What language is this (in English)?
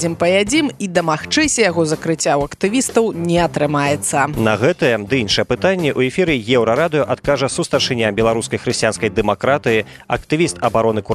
Belarusian